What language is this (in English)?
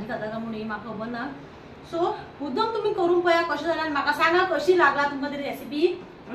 Konkani